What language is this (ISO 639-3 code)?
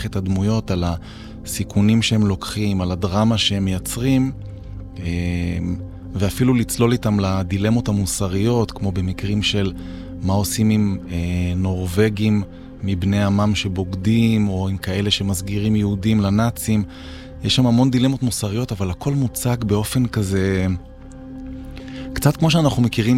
heb